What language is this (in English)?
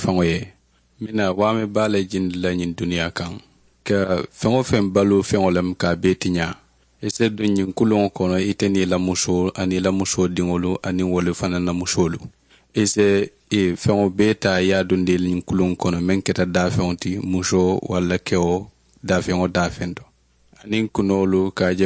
Mandingo